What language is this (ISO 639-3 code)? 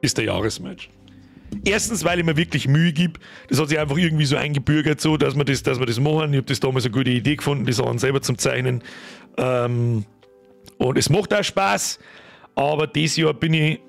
bar